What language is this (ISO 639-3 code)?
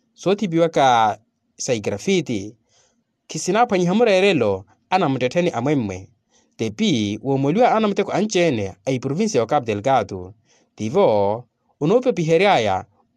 vmw